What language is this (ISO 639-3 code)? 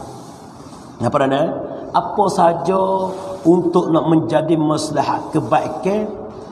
mfa